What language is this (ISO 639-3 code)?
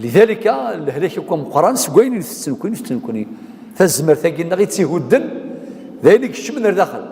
kab